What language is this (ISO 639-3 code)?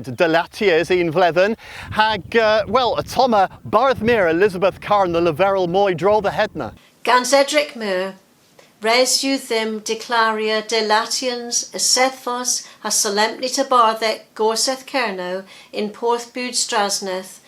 cor